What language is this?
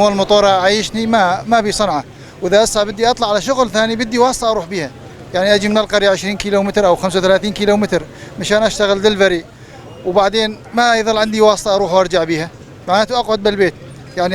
North Levantine Arabic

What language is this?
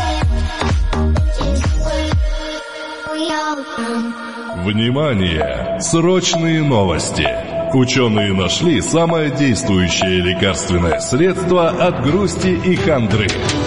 Russian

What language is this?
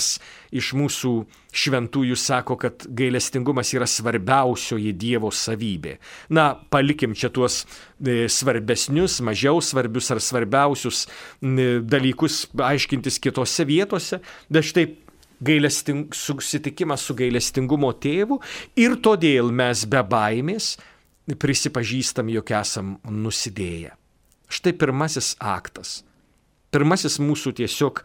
Lithuanian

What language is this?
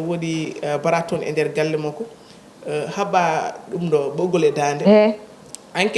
Fula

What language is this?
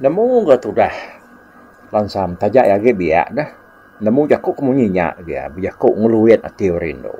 Iban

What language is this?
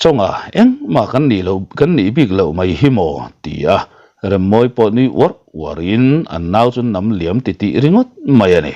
Mizo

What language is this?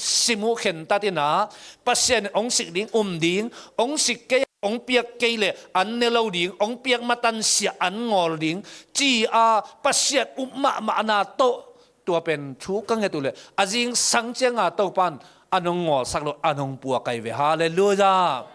Tedim Chin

